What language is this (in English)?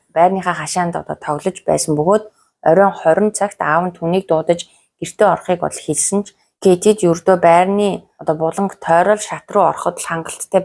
Mongolian